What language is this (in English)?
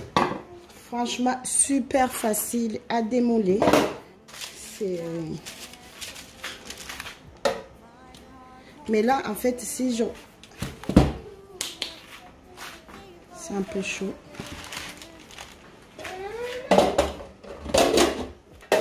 French